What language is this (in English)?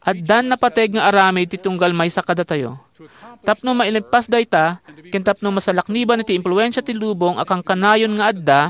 Iloko